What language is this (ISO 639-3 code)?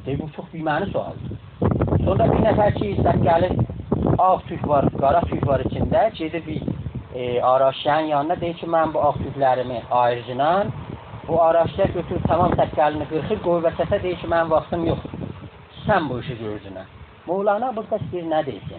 azb